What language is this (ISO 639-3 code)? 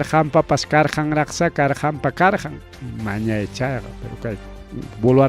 quy